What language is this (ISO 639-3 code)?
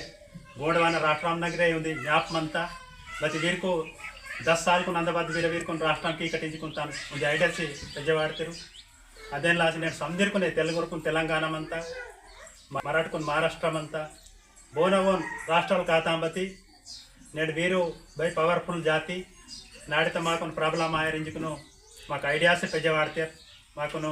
gon